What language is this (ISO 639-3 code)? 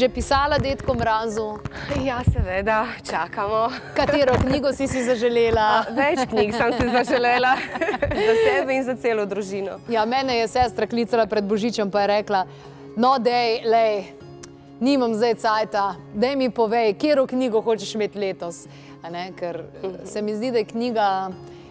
slv